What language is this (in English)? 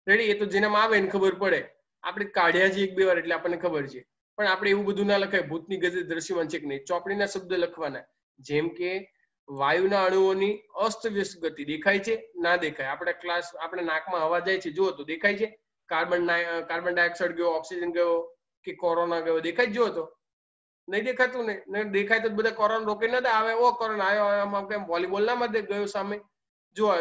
Gujarati